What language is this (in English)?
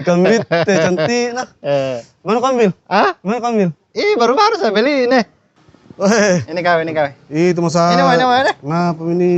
Makassar Malay